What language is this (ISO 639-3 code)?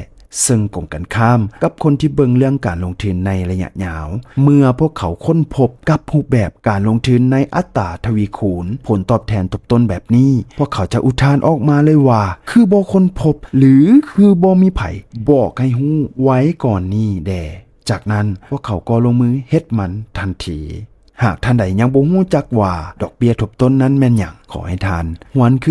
lao